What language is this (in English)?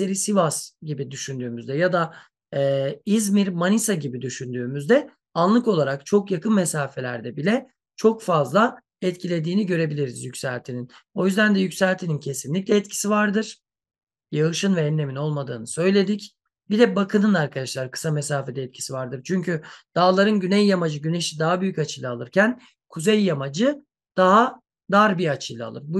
Turkish